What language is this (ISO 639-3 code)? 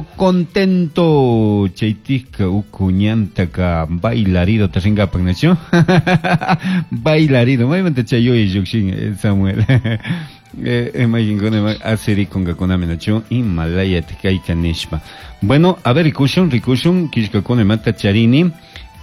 qug